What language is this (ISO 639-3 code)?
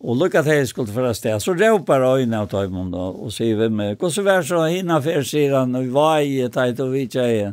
fao